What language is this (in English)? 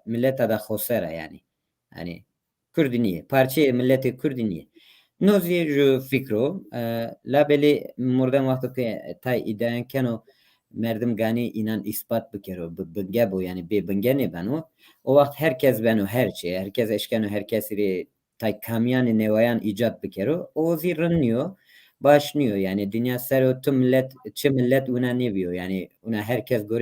Zaza